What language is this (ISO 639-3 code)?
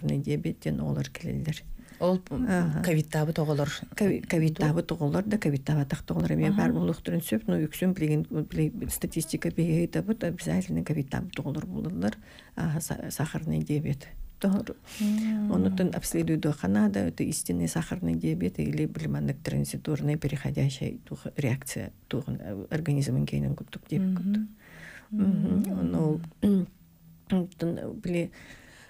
sah